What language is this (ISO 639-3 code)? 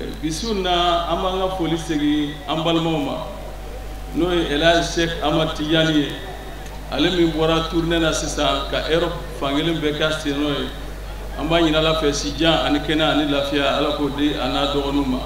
bam